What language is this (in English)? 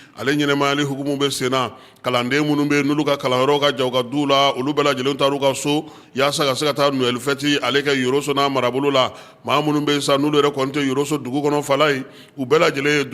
Bambara